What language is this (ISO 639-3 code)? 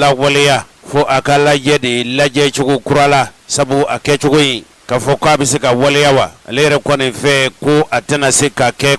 bam